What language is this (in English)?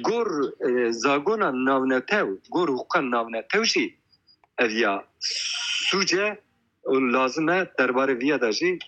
Kurdish